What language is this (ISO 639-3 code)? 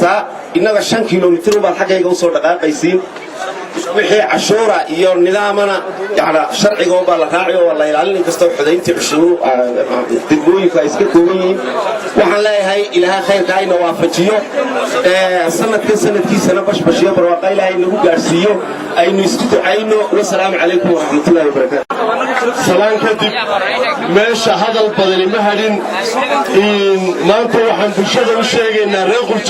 som